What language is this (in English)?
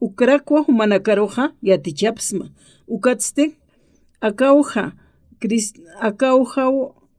Aymara